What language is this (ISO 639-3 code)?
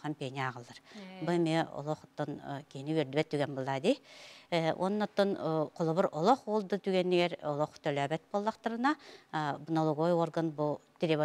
sah